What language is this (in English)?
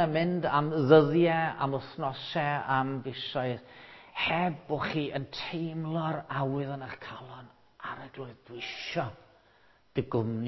Welsh